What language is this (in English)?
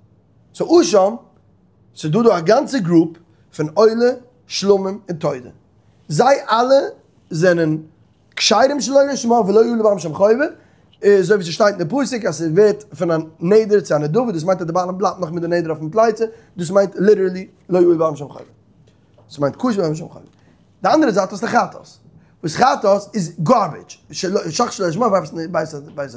Yiddish